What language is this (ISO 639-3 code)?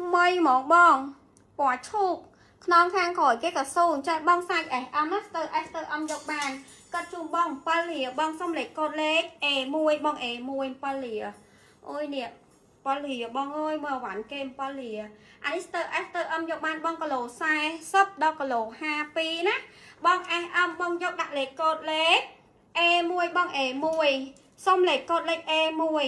khm